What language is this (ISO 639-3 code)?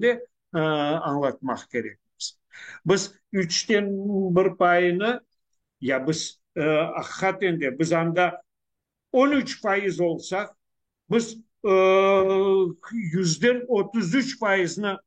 crh